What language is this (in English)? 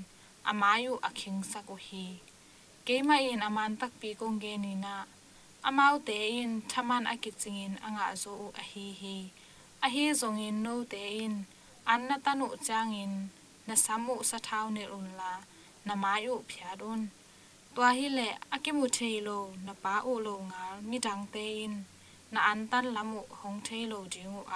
Tedim Chin